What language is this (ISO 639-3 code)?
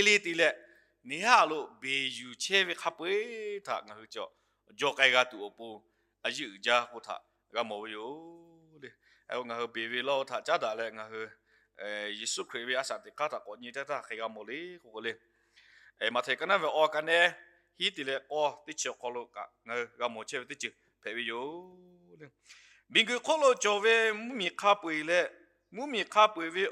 lhu